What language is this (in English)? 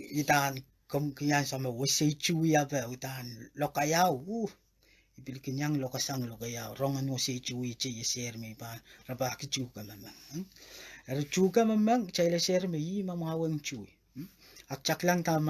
Pohnpeian